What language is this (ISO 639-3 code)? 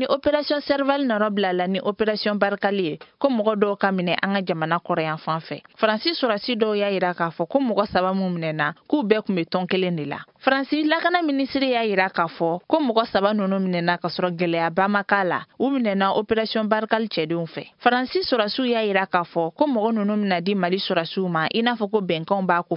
bam